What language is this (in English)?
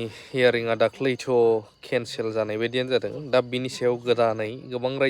Bodo